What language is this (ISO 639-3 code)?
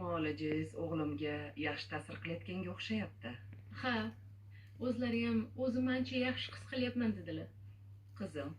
uzb